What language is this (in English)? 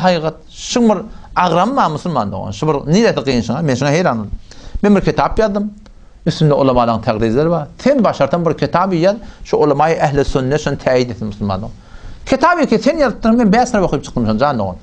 Turkmen